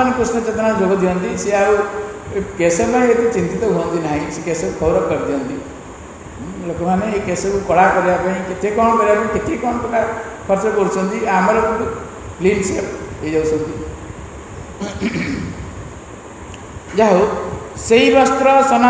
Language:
Odia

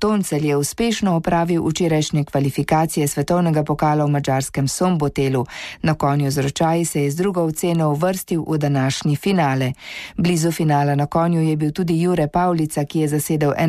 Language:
Slovenian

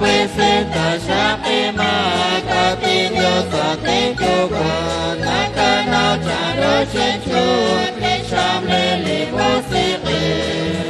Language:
Kekchí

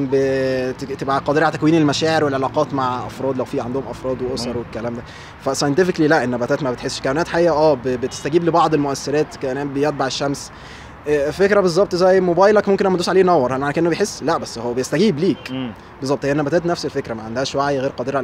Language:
Egyptian Arabic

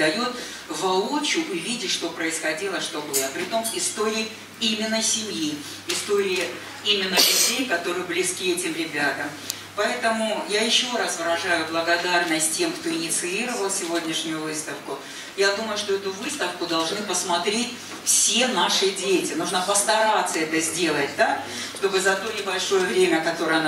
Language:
Russian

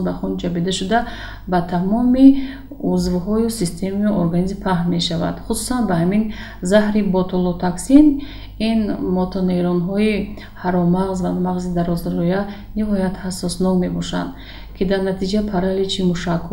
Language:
Tajik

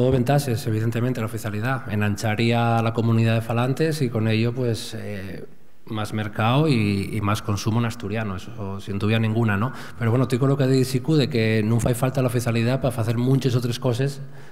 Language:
Asturian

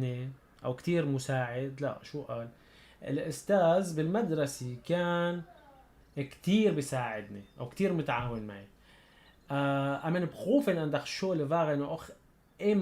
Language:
North Levantine Arabic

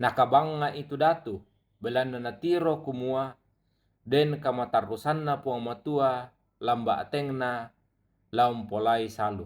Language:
Toraja-Sa'dan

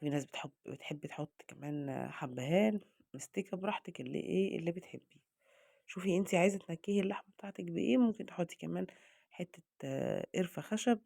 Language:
Egyptian Arabic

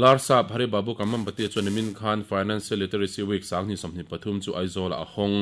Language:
Mizo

